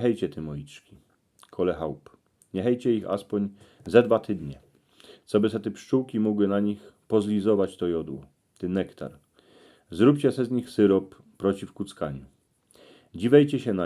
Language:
Silesian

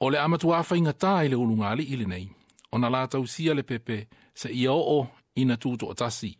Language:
Samoan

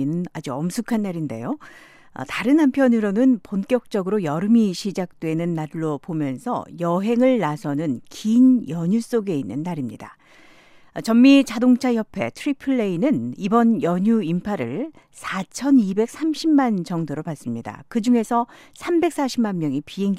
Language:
Korean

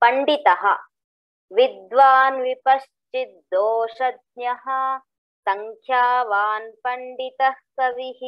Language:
Sanskrit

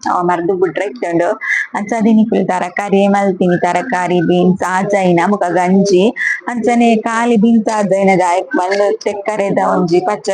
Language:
Tulu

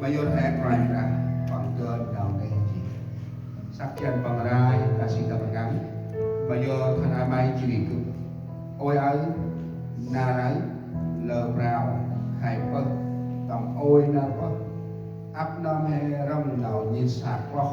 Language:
Central Mnong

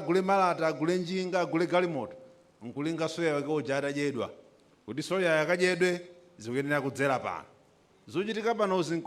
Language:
Nyanja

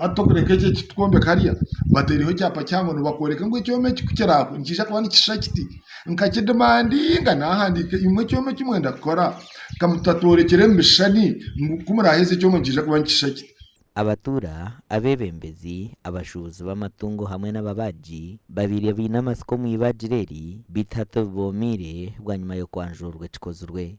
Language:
Nyankole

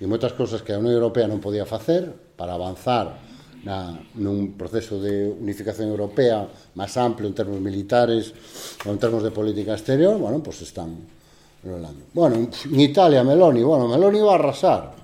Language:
Galician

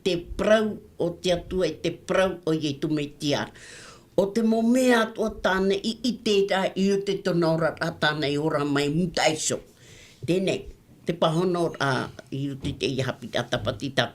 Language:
Tahitian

